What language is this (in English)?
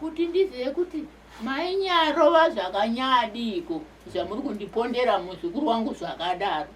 Shona